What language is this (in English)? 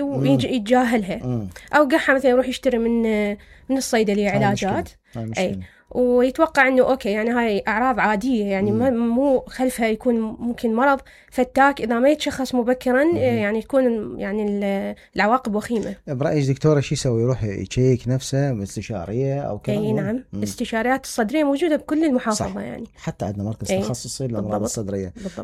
Mesopotamian Arabic